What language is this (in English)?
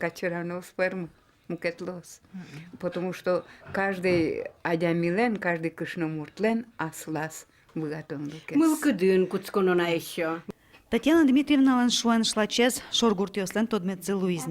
Udmurt